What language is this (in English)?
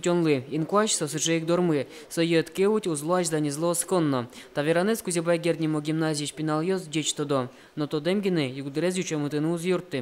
Udmurt